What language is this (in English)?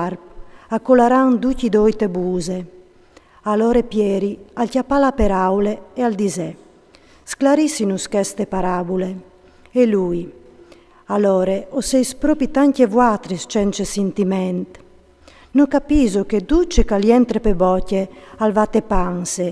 Friulian